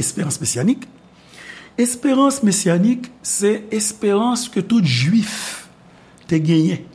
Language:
Haitian Creole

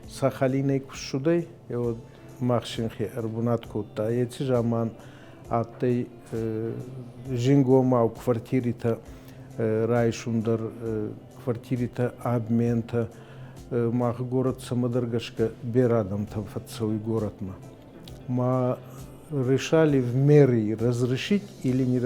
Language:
Ossetic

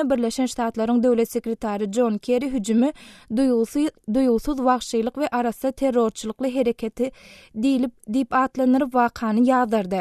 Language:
Turkmen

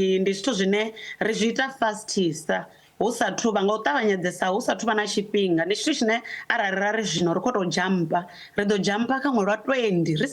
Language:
Venda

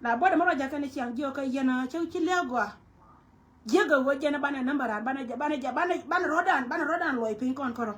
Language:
Nuer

